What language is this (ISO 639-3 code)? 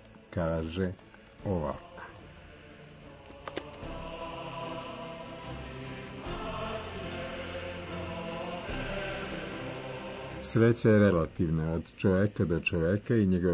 srp